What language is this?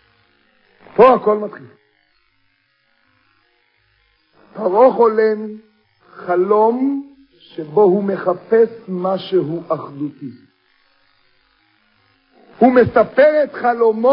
Hebrew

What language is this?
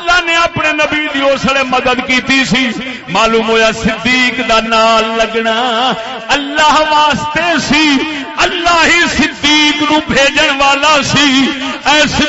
Saraiki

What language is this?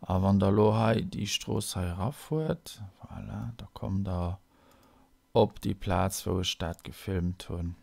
Luxembourgish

